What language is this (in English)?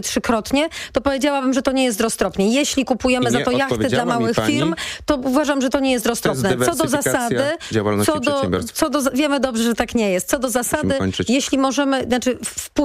Polish